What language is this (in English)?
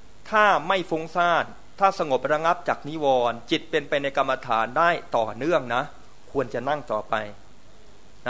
Thai